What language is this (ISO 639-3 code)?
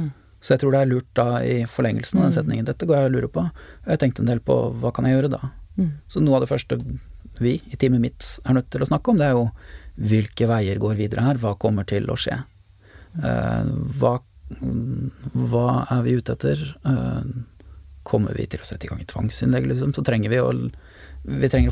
nor